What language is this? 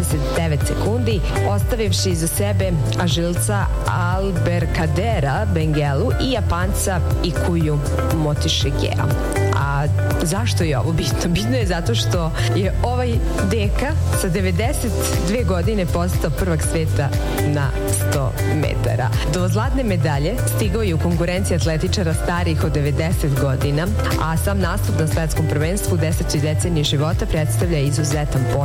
Serbian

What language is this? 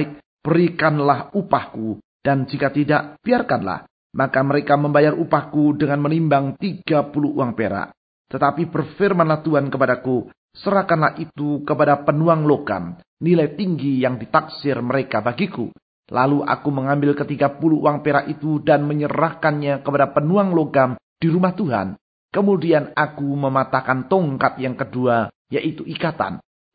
Indonesian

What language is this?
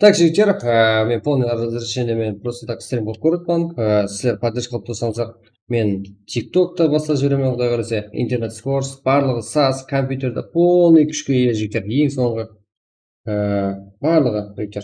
Kara-Kalpak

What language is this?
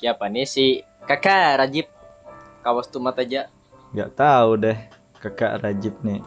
Banjar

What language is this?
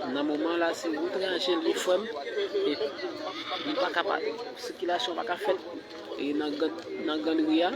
Haitian Creole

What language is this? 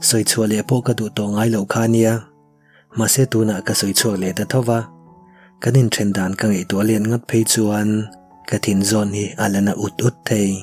Mizo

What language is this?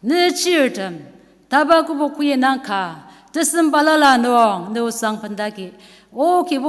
Ao Naga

